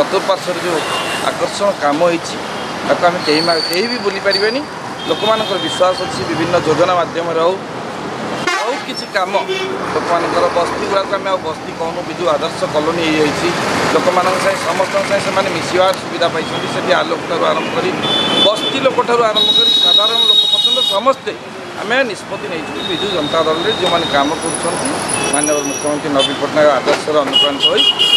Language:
Odia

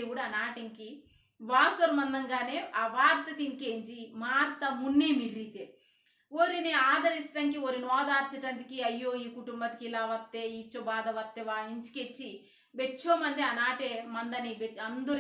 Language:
Koya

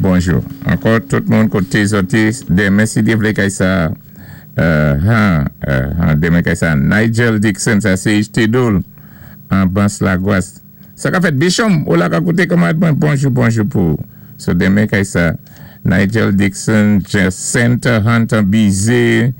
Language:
Saint Lucian Creole French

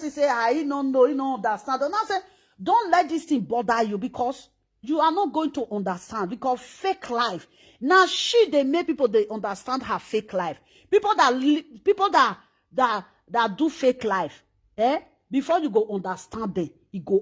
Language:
Nigerian Pidgin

